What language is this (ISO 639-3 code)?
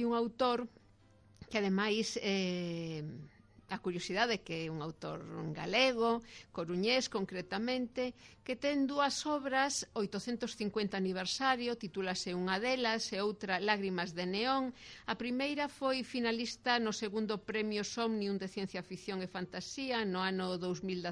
glg